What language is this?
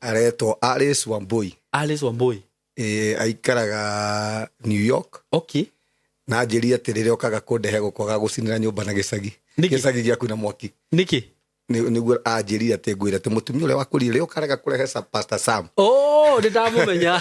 Kikuyu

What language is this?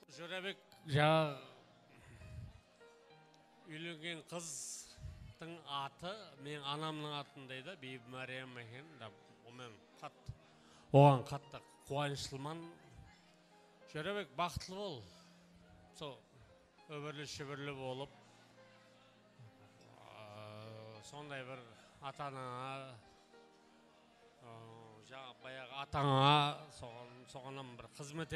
Kazakh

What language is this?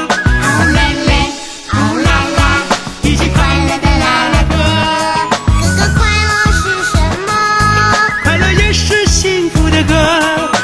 Chinese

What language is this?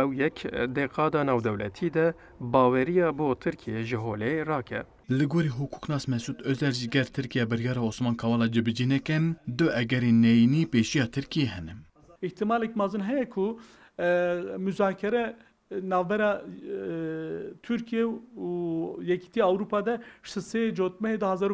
Kurdish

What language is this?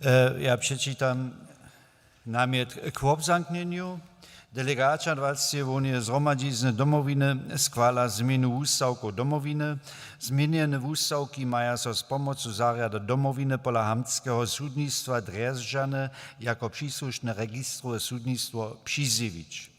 Upper Sorbian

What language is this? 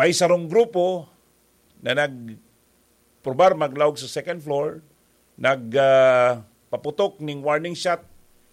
Bikol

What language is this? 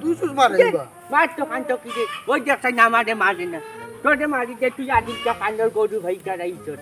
Sylheti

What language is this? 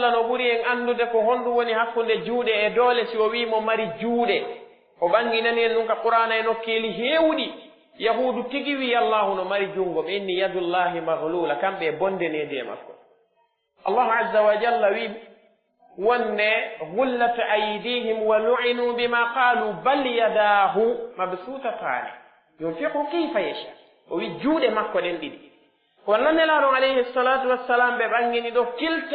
Pular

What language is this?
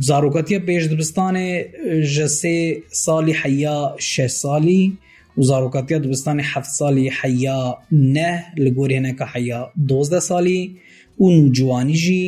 Kurdish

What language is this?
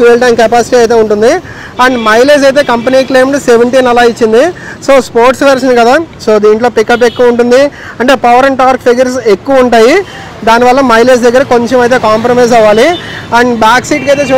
Telugu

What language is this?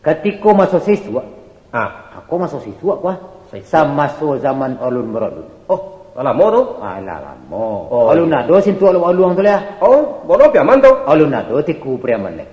Minangkabau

